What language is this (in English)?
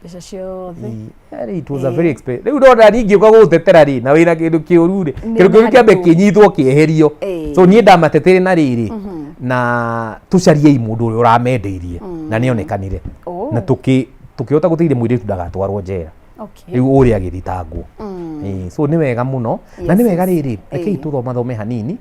Kikuyu